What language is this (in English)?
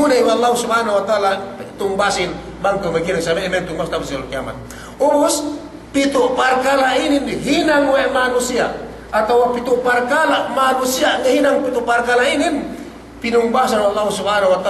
Yakan